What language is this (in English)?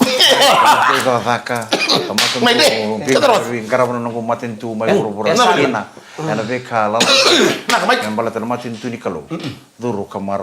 Fijian